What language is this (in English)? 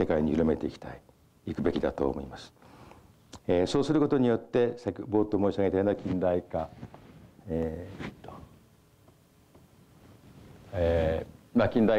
Japanese